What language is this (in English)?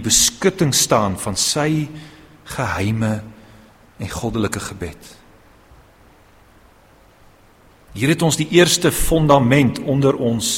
Afrikaans